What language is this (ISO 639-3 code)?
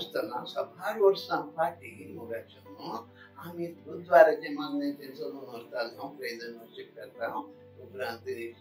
kok